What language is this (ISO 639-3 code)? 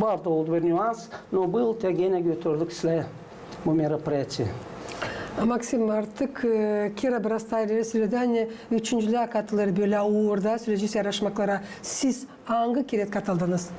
gag